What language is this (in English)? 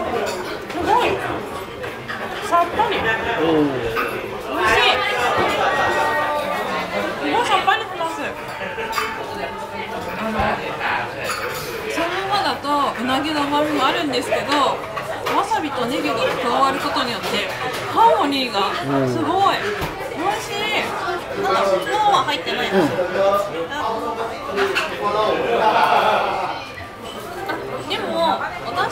Japanese